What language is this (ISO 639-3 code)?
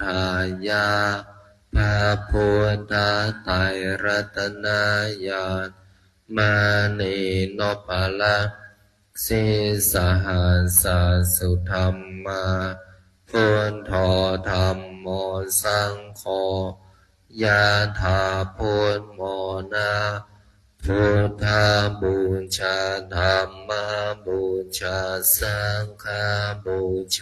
pli